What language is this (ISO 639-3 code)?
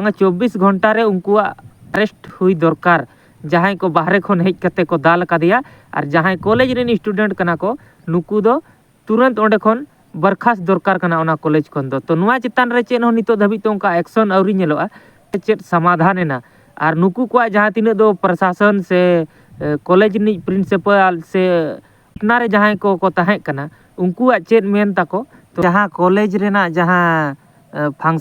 sat